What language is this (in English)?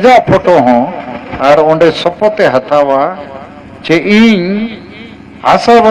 Santali